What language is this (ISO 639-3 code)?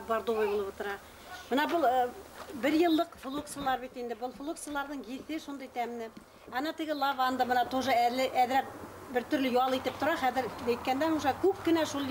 bak